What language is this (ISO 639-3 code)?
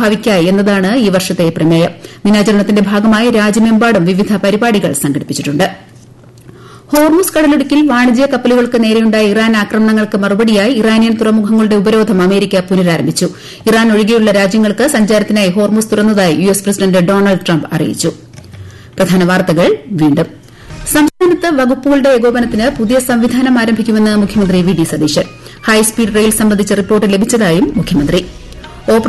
mal